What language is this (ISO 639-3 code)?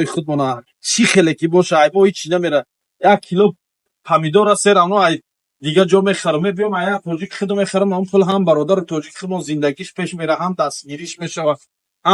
tgk